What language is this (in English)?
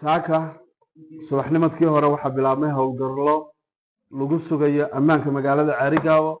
Somali